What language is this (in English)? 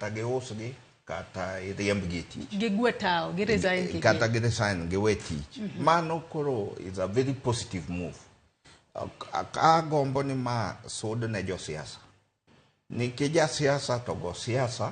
Luo (Kenya and Tanzania)